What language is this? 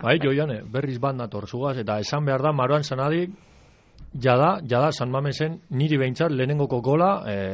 Basque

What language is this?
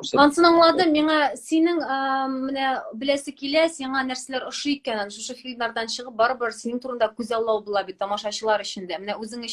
Tatar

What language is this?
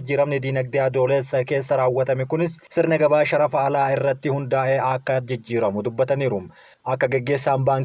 Oromo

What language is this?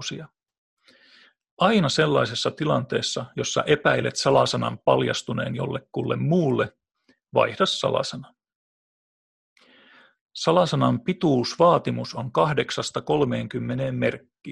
Finnish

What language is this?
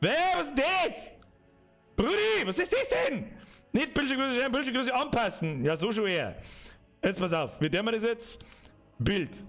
Bavarian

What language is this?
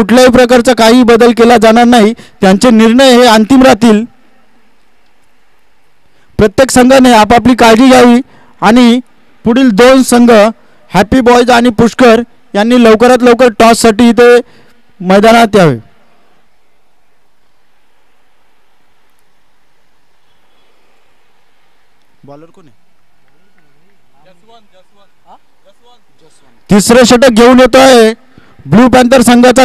Marathi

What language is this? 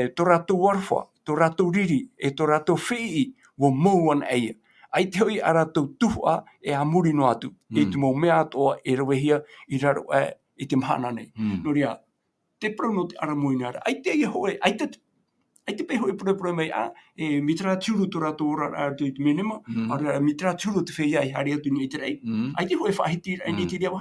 Tahitian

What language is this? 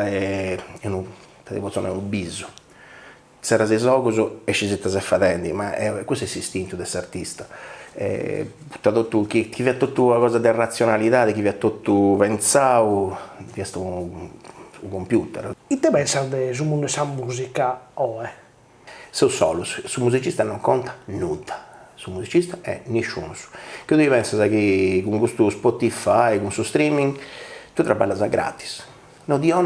Sardinian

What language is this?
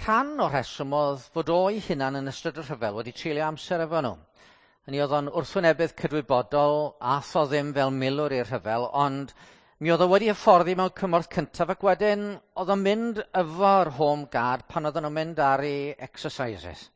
Welsh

